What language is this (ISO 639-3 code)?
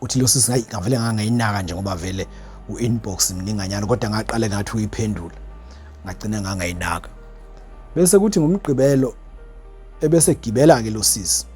zul